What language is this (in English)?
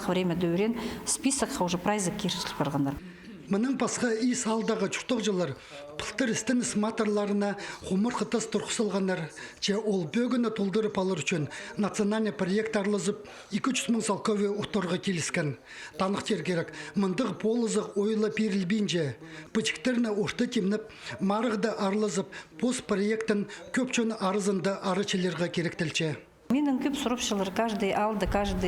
Khakas